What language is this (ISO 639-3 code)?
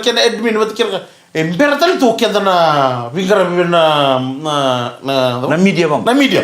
fij